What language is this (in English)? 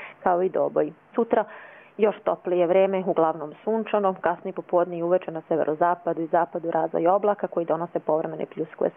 Croatian